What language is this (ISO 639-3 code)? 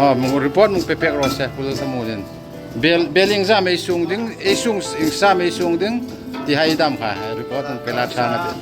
hmr